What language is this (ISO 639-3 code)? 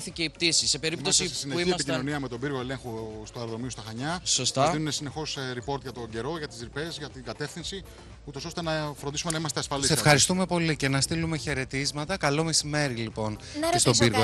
ell